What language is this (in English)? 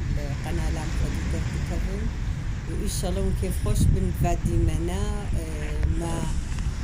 Kurdish